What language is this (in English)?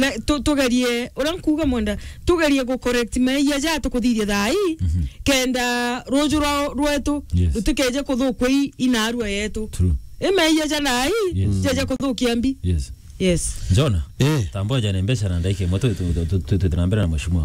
Meru